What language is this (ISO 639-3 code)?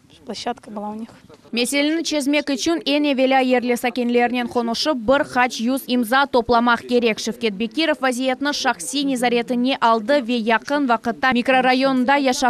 crh